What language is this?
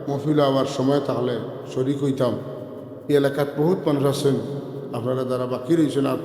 Sylheti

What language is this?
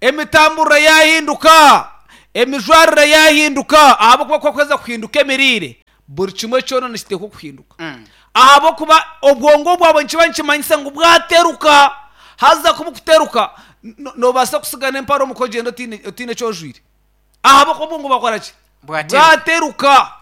Nyankole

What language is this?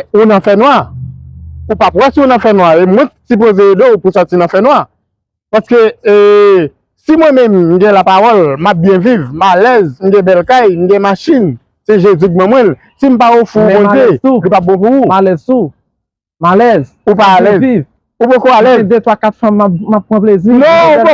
Haitian Creole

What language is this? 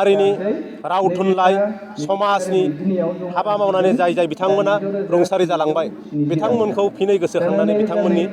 Bodo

